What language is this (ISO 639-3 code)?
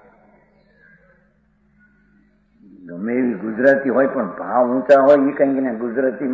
guj